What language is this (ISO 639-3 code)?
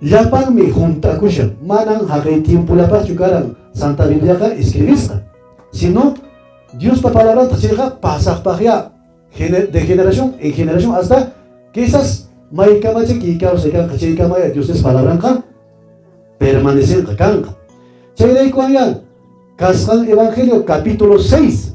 que